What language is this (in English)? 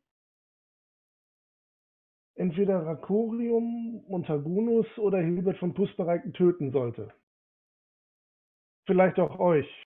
German